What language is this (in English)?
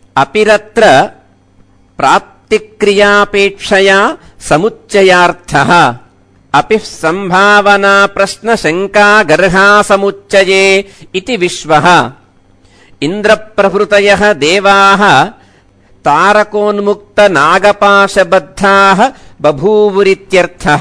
Sanskrit